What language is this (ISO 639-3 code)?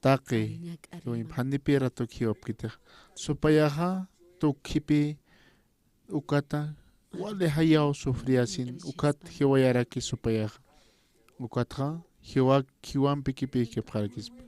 aym